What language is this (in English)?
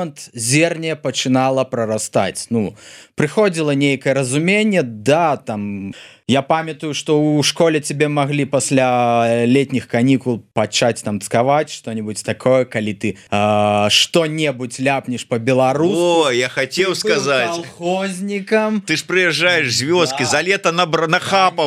Belarusian